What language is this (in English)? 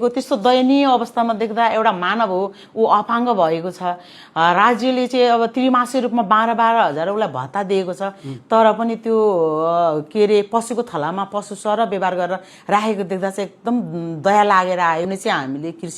Nepali